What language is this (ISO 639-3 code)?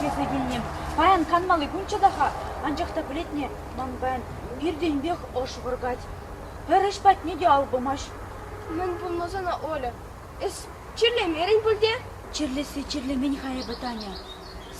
chv